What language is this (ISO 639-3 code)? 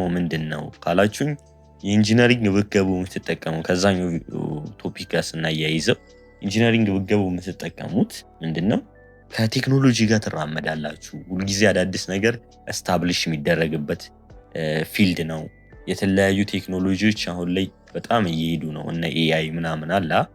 amh